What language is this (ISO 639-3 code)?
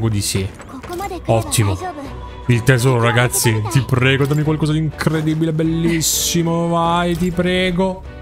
ita